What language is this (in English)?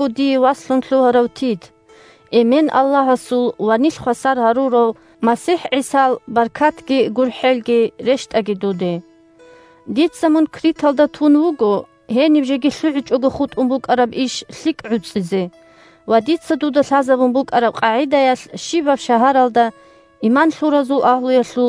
Avaric